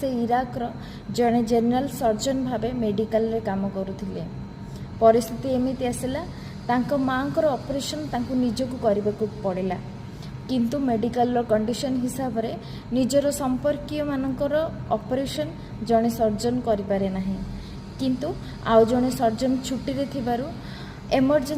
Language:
Odia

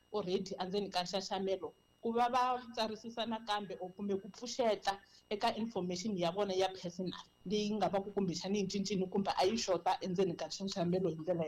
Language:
Tsonga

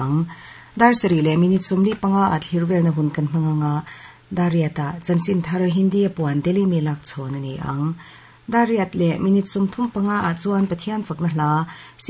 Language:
Mizo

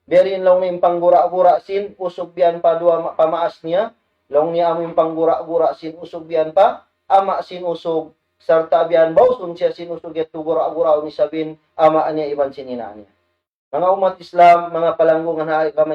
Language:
Tausug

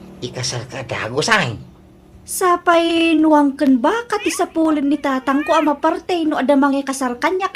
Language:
Iloko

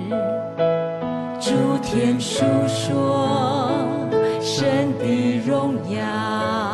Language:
Chinese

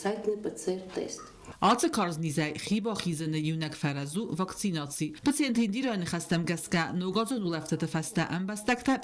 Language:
Ossetic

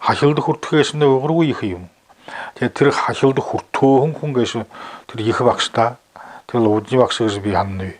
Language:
Buriat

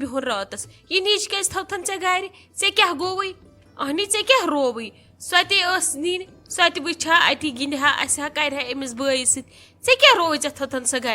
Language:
Kashmiri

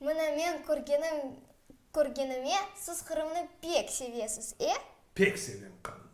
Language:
Crimean Tatar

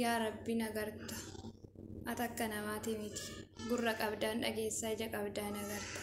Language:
Oromo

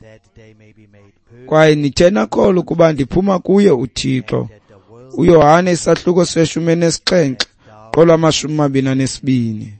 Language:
Xhosa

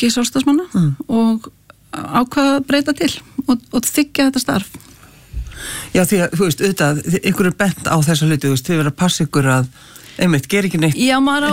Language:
Icelandic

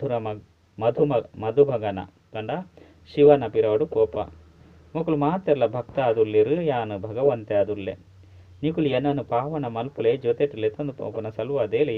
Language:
Tulu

